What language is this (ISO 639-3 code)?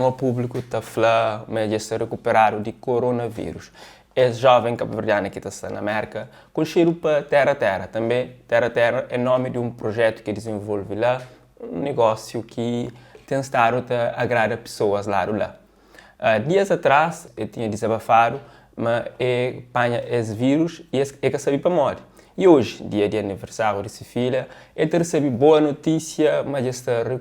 kea